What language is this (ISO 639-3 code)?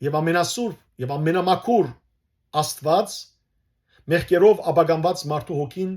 hyw